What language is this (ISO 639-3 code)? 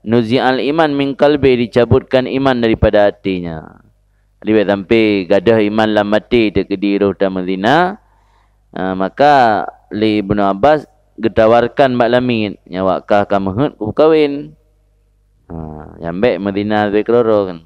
ace